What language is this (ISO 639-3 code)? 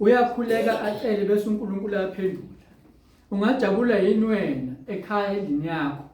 zul